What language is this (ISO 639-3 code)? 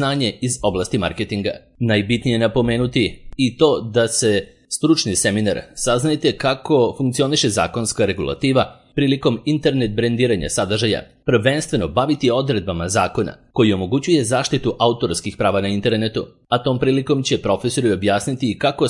srp